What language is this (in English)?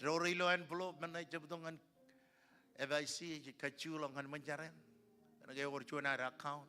Marshallese